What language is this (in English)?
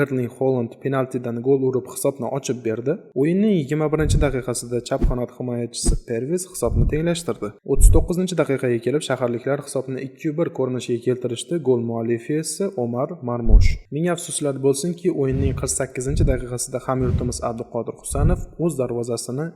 Uzbek